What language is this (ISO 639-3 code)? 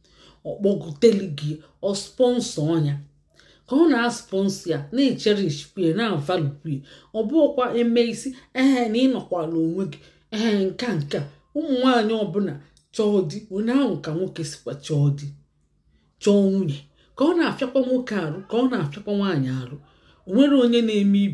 ibo